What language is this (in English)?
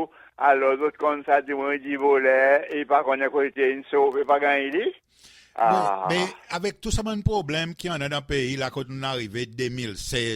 Seselwa Creole French